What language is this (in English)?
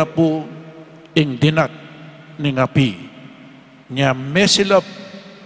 Pampanga